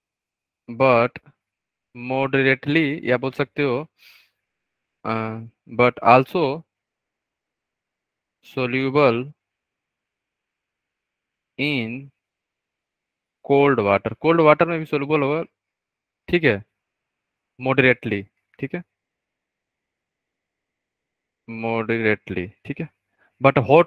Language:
Hindi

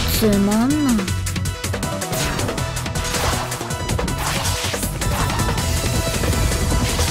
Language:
Japanese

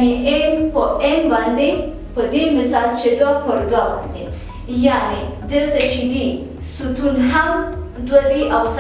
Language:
Pashto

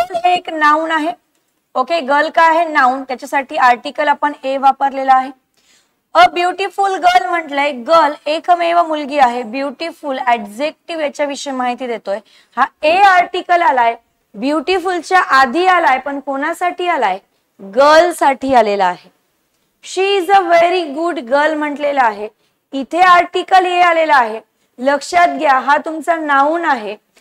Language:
Marathi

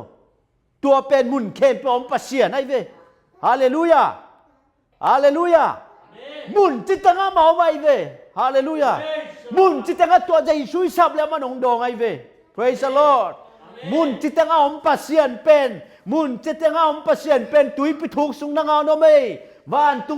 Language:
Tedim Chin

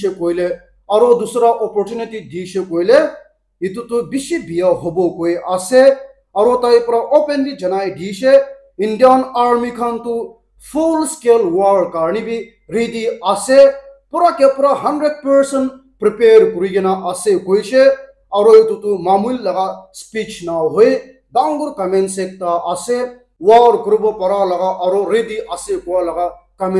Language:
Naga Pidgin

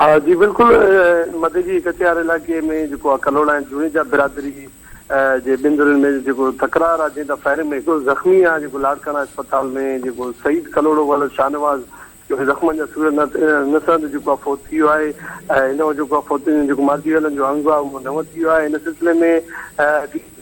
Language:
Sindhi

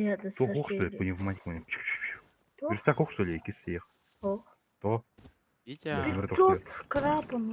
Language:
Yakut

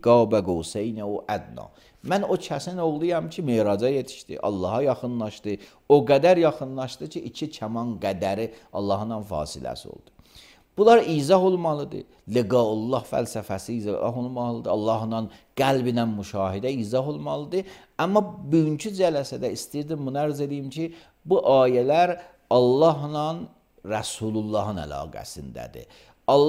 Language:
Azerbaijani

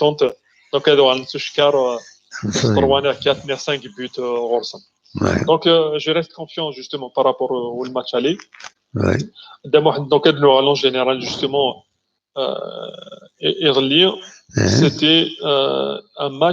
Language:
Kabyle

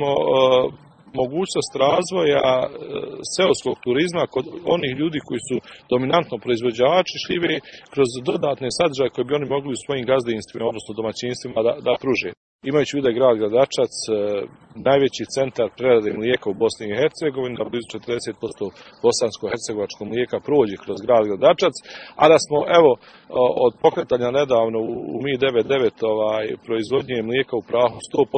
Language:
Bosnian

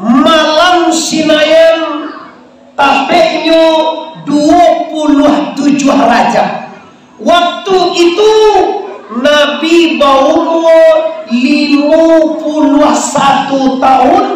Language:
Minangkabau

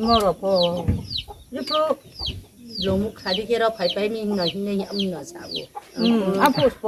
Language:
Riang (India)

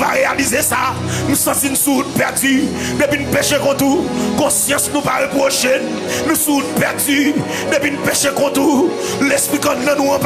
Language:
Haitian Creole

